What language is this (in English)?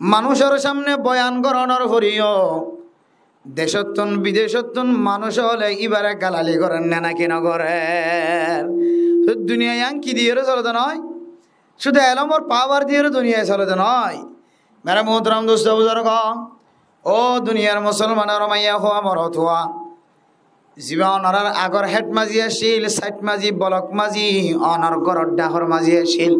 Rohingya